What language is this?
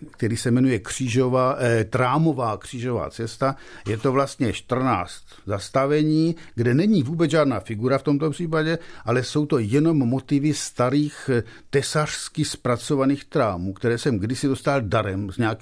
Czech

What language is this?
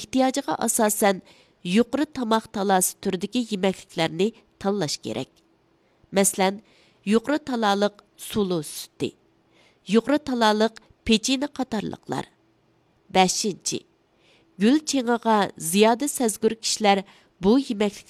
Uyghur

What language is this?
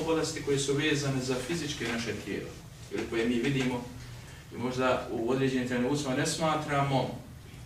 Bosnian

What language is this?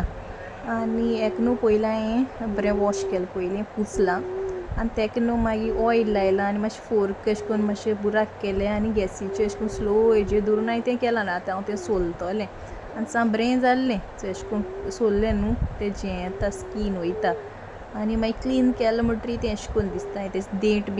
Konkani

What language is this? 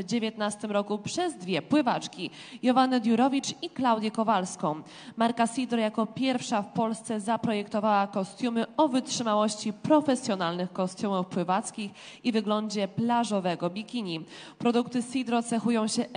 Polish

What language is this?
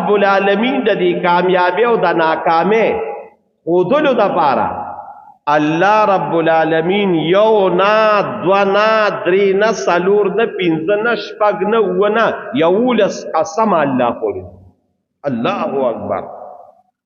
Pashto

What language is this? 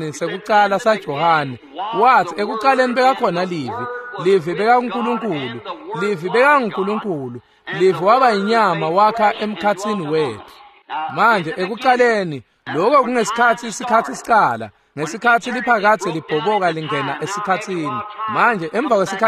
Swati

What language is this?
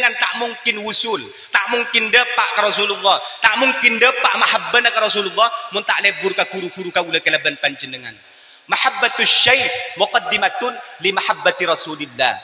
Madurese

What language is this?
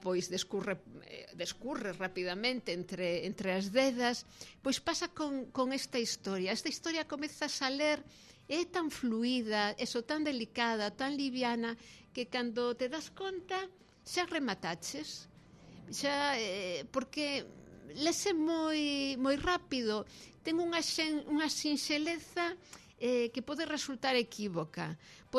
Galician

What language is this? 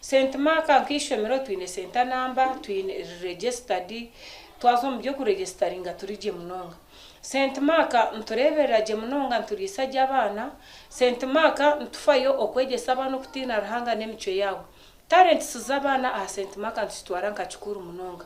Nyankole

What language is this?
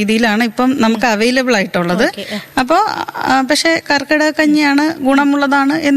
Malayalam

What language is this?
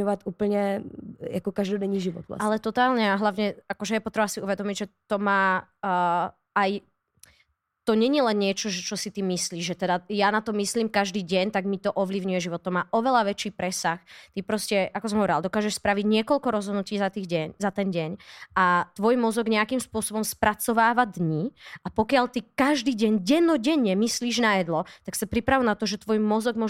Slovak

